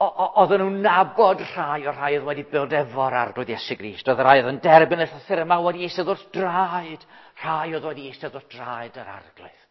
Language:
Welsh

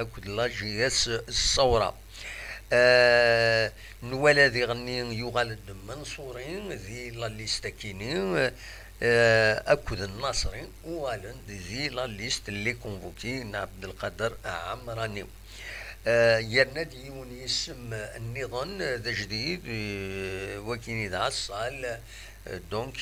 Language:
Kabyle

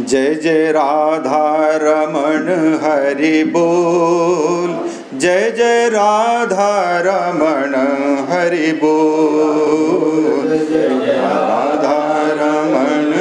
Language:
Sanskrit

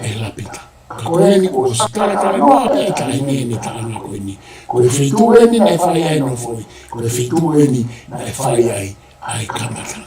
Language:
Tongan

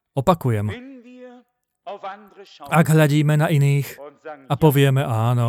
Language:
Slovak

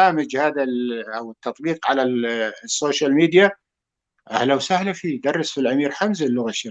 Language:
North Levantine Arabic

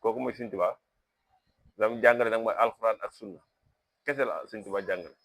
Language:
Wolof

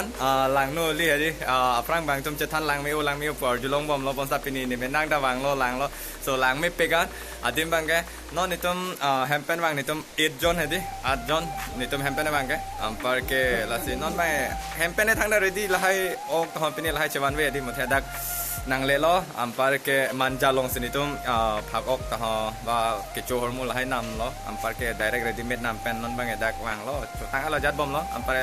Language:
Karbi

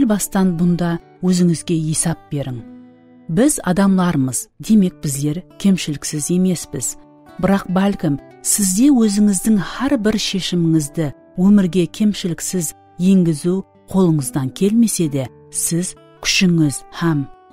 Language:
Kara-Kalpak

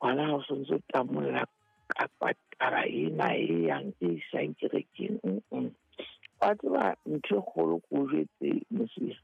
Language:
Southern Sotho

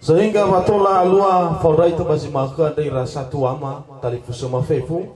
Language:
Nias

